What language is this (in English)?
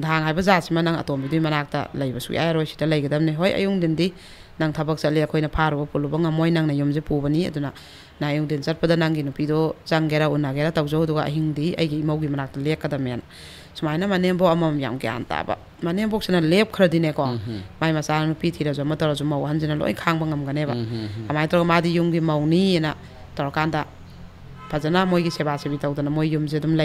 Manipuri